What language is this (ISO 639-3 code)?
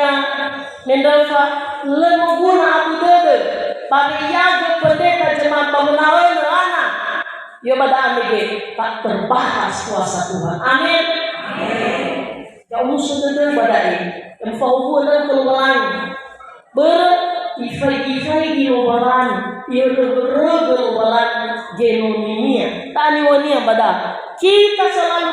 nia